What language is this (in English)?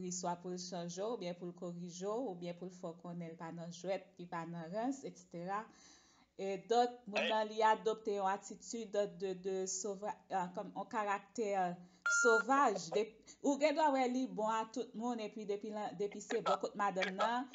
Haitian Creole